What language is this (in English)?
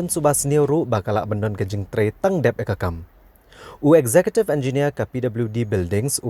Khasi